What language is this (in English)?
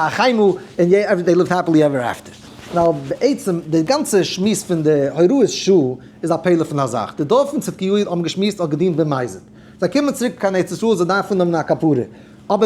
Yiddish